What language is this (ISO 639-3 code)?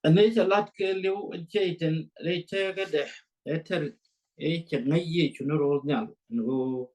nus